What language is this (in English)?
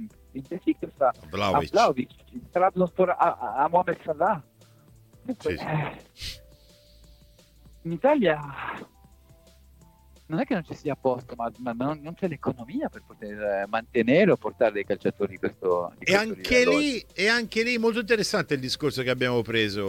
Italian